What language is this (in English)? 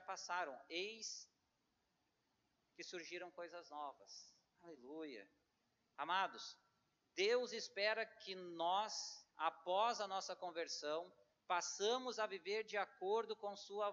Portuguese